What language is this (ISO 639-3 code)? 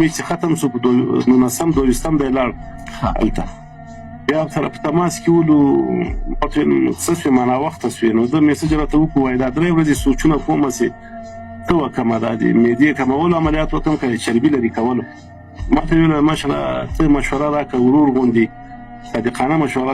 pus